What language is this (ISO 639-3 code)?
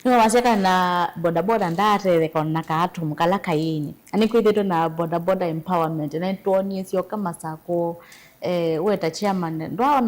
kam